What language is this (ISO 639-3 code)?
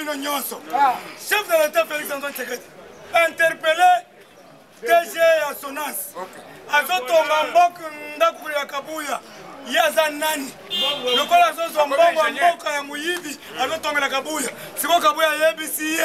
lin